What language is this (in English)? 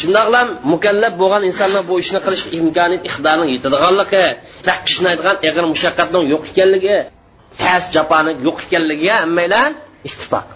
Uyghur